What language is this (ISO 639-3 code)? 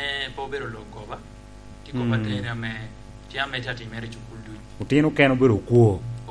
laj